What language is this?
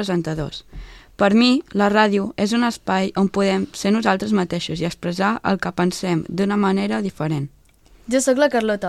Catalan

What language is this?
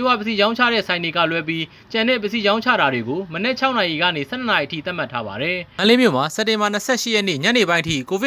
Burmese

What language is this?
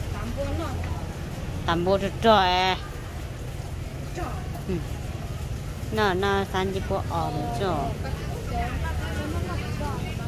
Vietnamese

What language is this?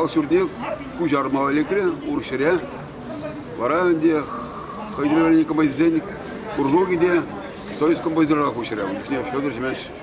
Chuvash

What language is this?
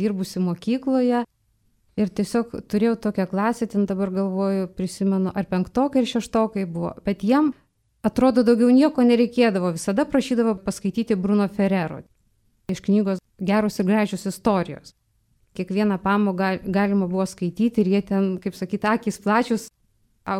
Lithuanian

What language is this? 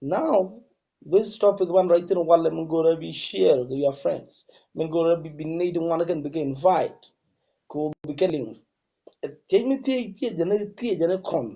Nuer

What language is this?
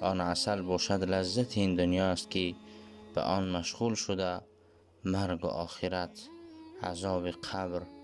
Tajik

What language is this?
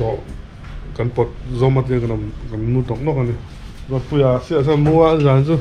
Mizo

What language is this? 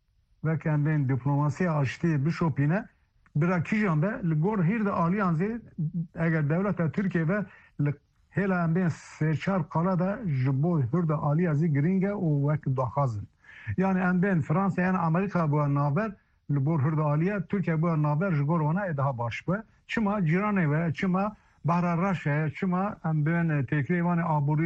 Kurdish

